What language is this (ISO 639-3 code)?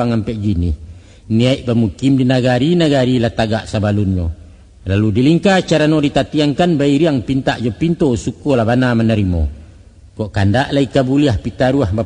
min